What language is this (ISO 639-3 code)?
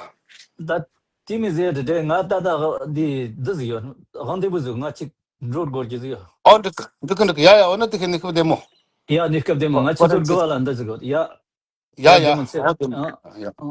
bod